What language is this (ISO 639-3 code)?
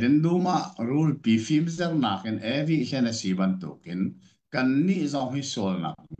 cnh